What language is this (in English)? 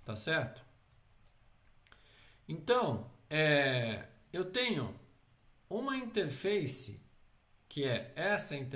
Portuguese